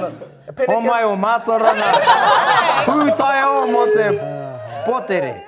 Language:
Māori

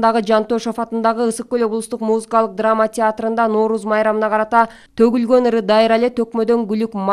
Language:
Kyrgyz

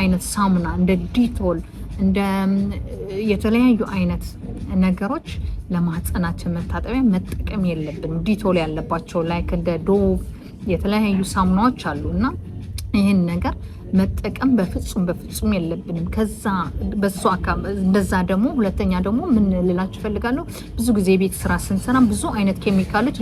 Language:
Amharic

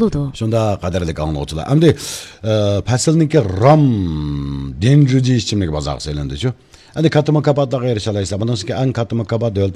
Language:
Uyghur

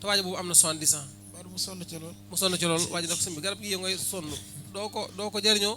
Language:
Wolof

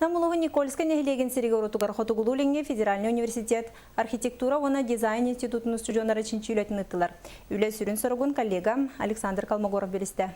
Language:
Yakut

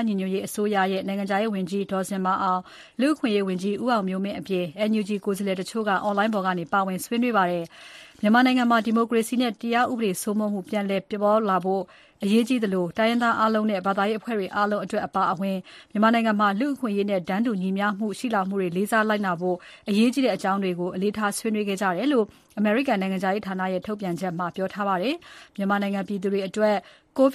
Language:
Burmese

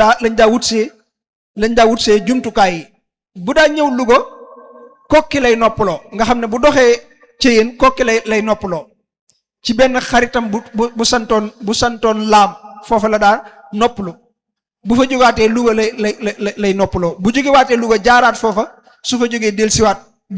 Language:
Wolof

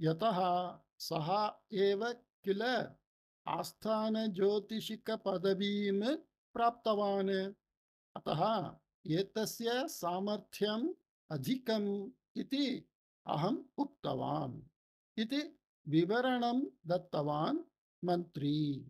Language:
Sanskrit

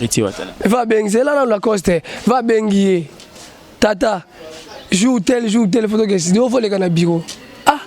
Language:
Lingala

